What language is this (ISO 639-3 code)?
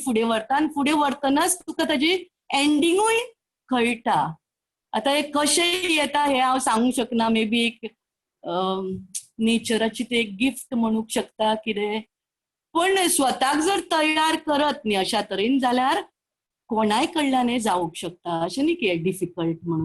kok